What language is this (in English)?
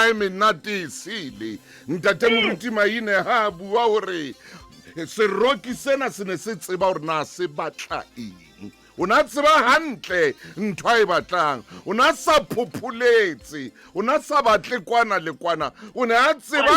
Southern Sotho